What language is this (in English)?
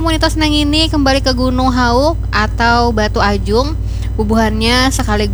Banjar